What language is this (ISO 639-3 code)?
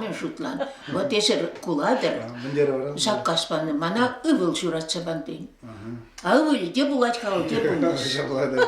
chv